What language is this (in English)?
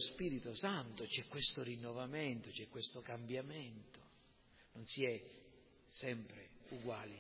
Italian